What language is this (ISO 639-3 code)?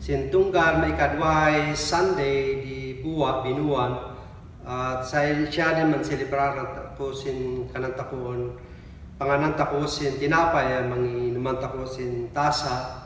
kne